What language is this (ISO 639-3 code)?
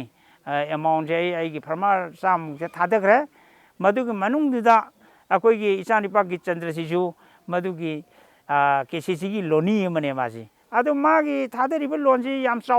mni